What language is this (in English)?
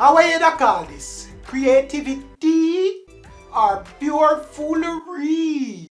Jamaican Creole English